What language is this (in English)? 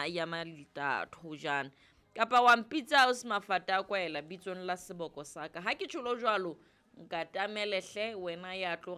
Southern Sotho